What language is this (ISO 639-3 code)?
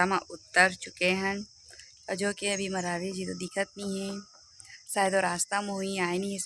hne